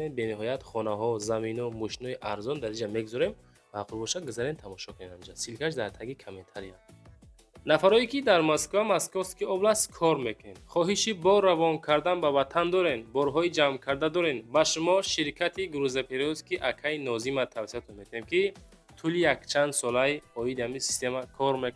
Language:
Tajik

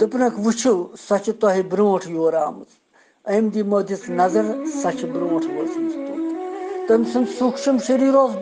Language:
Kashmiri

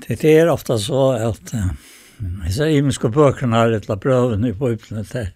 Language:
Faroese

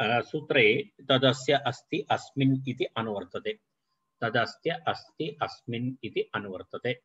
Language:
Sanskrit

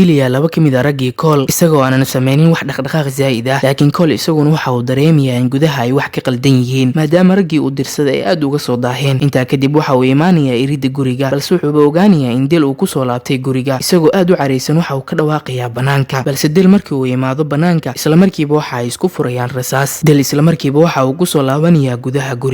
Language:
Somali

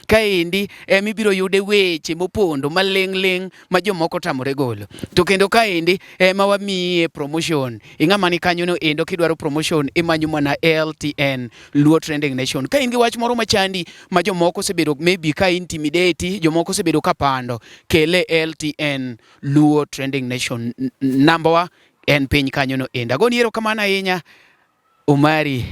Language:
Luo (Kenya and Tanzania)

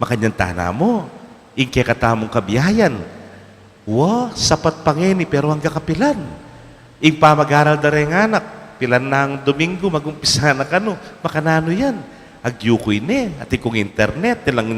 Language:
Pampanga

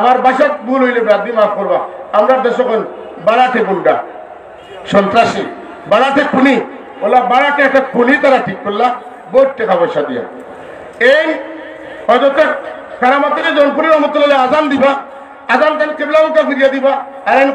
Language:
Sylheti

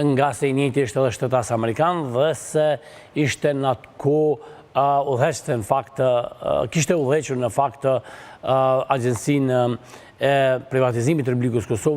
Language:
Albanian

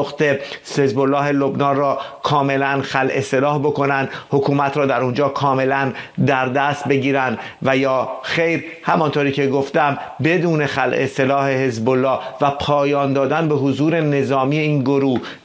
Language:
Persian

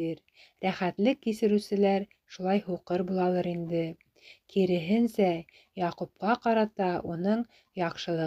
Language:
Bashkir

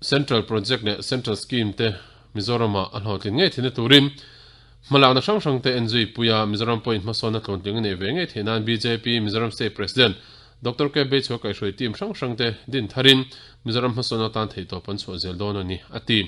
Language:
Mizo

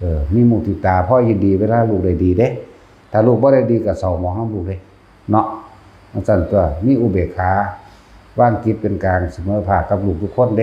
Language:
Northeastern Thai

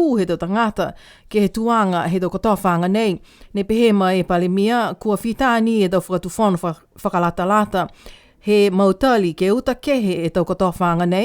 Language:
Niuean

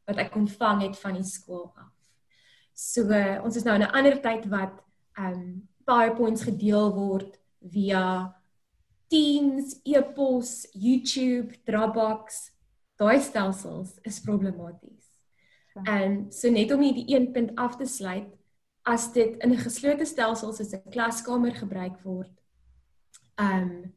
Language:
Afrikaans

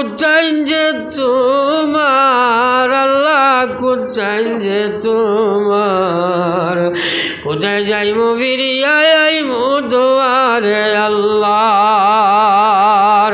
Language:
Sylheti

